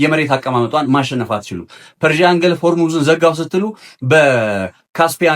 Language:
Amharic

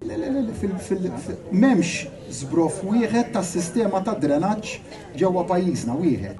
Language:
Maltese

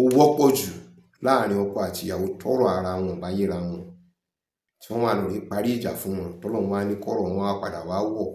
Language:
Yoruba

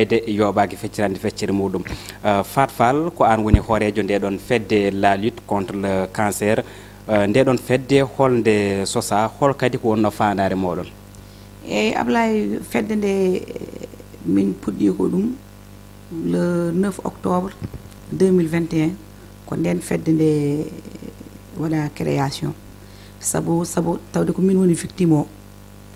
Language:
Fula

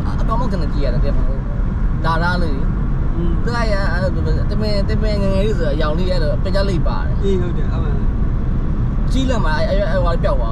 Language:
Burmese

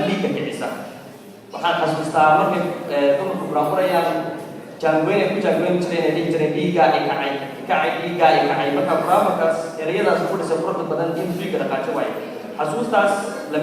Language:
Somali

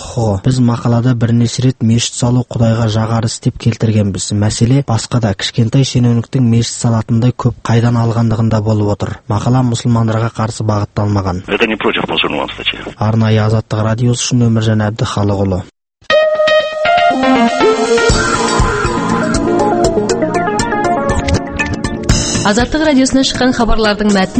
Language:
Kazakh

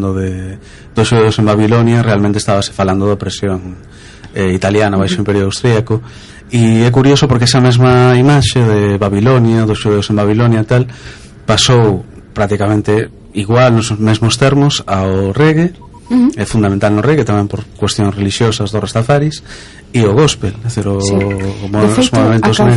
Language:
Galician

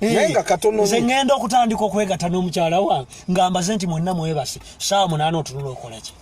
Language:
Ganda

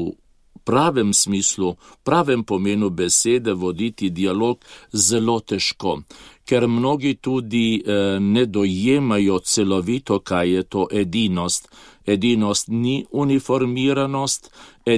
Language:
Slovenian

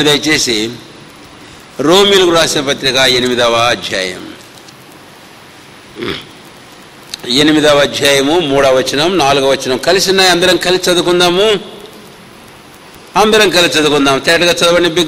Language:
Telugu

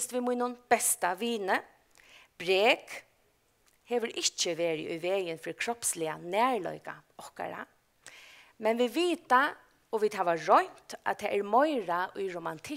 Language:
Faroese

